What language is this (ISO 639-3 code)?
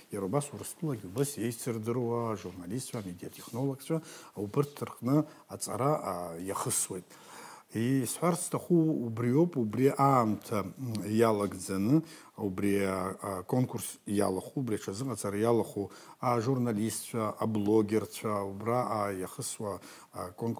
abk